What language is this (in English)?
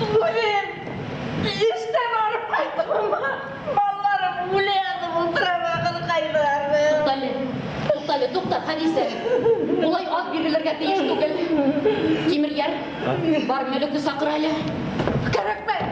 Bashkir